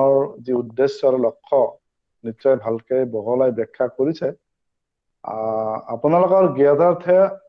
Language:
Assamese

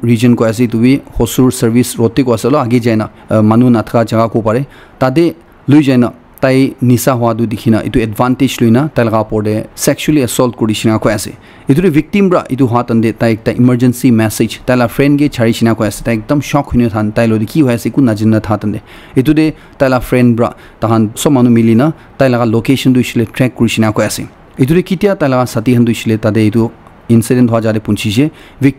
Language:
Naga Pidgin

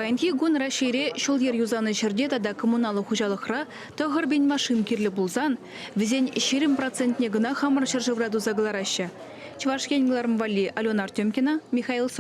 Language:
Chuvash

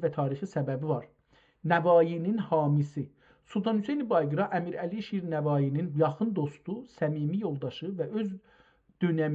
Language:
South Azerbaijani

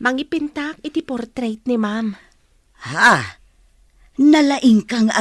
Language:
Iloko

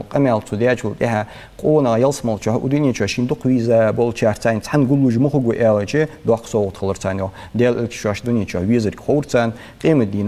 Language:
Ingush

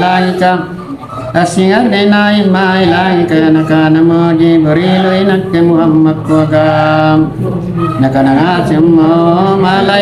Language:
Makasar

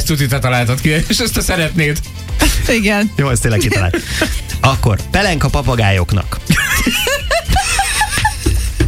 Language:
Hungarian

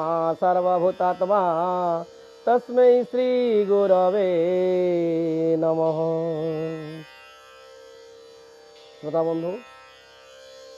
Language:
Odia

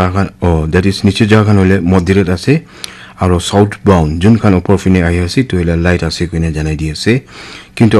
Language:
Naga Pidgin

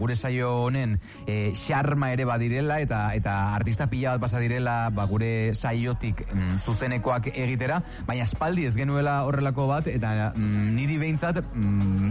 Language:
Basque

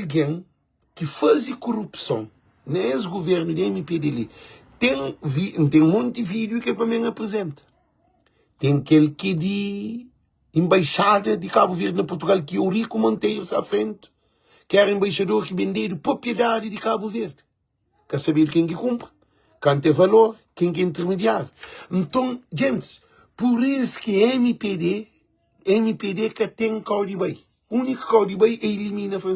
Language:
Kabuverdianu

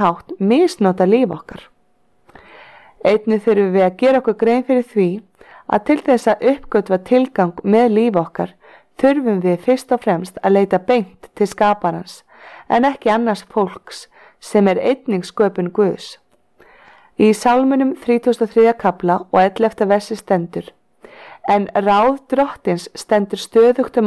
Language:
Icelandic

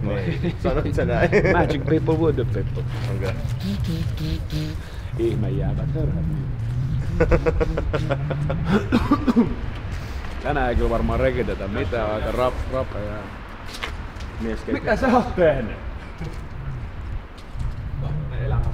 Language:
Finnish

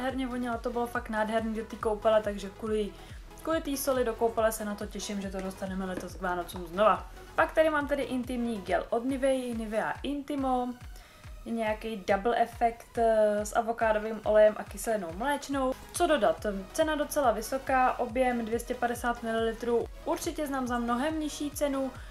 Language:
Czech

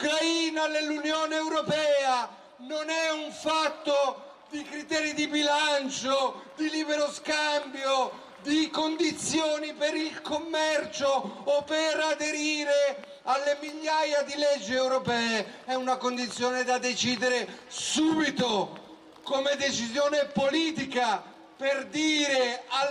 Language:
Italian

